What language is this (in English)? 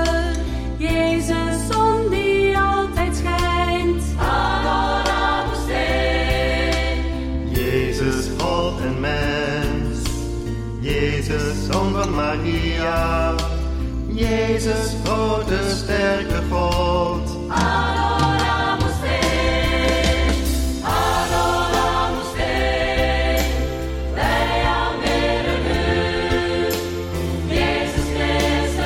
Dutch